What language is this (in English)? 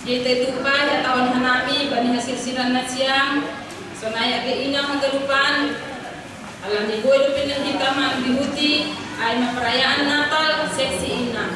Batak Simalungun